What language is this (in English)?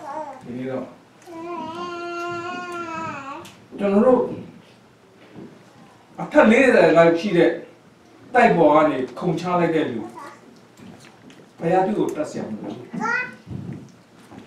Burmese